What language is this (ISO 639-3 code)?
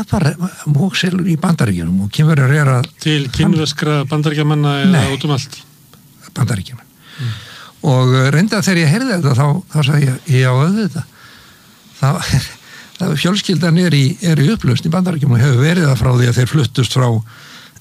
isl